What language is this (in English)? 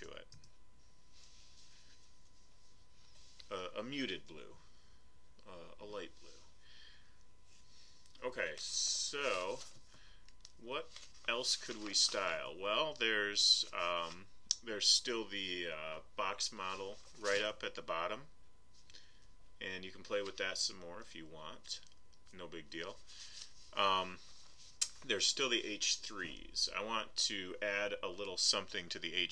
English